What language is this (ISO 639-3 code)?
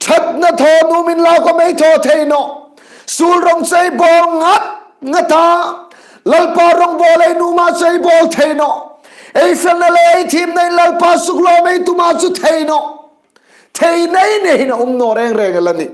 hmr